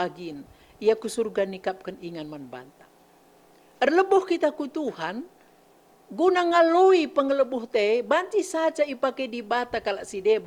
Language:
Batak Karo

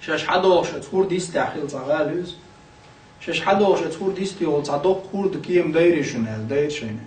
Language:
Chechen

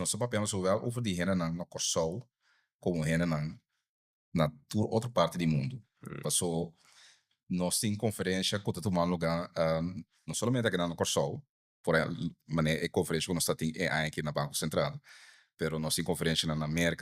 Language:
Papiamento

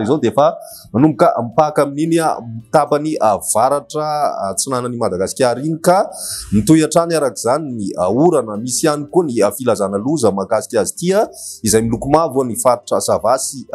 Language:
Malagasy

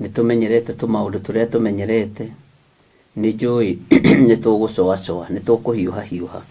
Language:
Kikuyu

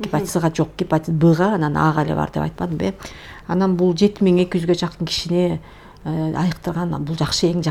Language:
Kyrgyz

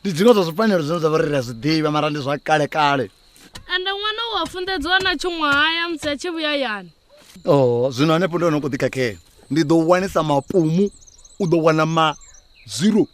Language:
Venda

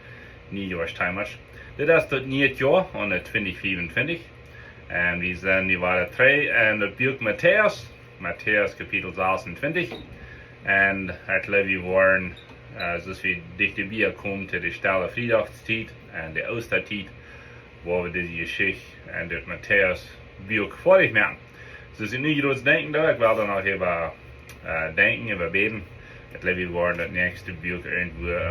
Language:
Plautdietsch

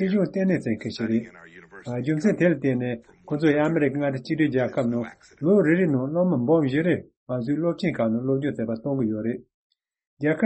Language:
Tibetan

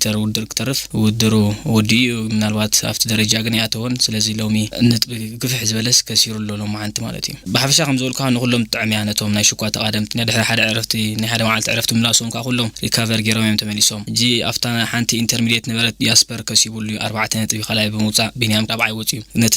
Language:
Tigrinya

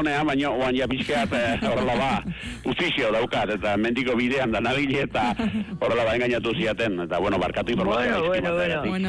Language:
Basque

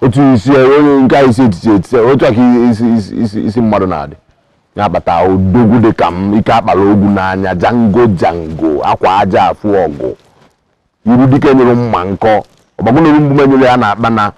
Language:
Igbo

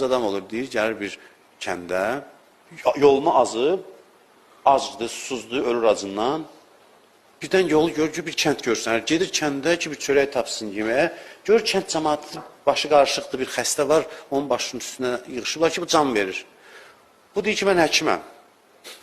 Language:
Azerbaijani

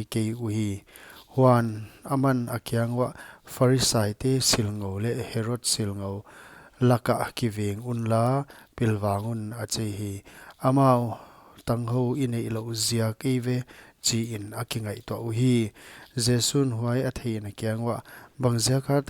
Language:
Paite Chin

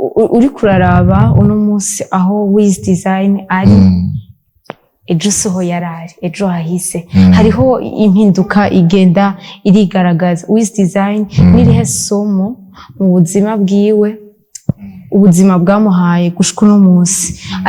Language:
Rundi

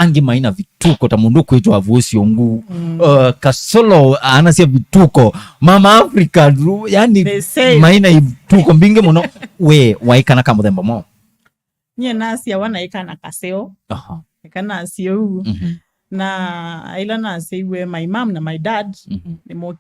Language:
Kamba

